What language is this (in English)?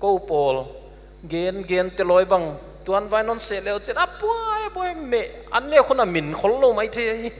Paite Chin